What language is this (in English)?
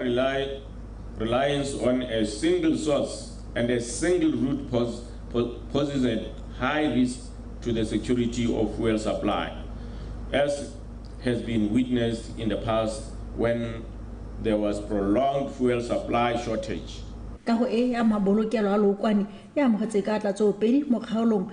Tswana